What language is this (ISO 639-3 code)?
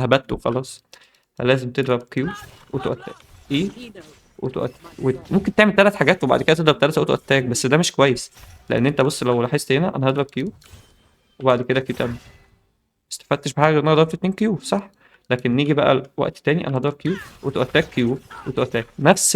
arz